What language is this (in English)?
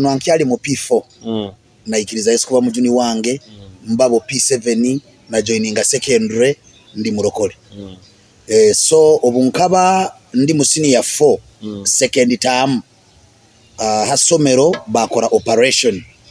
Nyoro